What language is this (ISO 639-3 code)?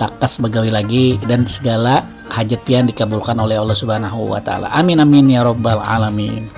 bjn